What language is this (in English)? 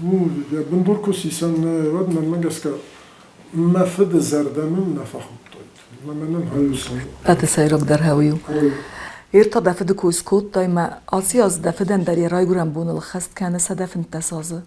Ossetic